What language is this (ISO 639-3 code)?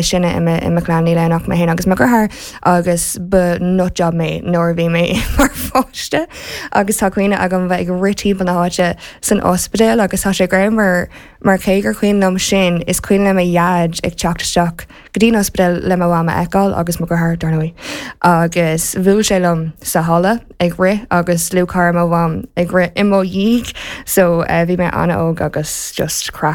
gle